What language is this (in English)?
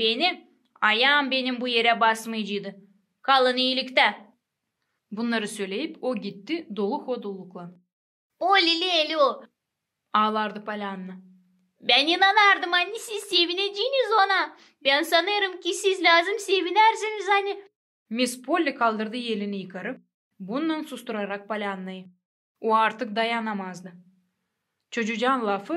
Gagauz